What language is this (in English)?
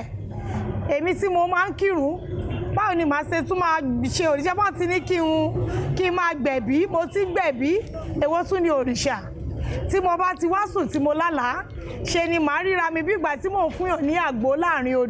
Yoruba